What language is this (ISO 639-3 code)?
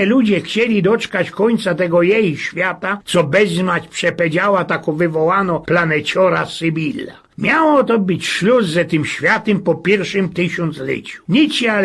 szl